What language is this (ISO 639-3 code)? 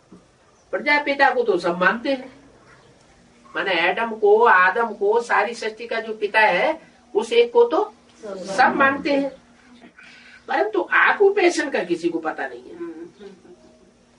hin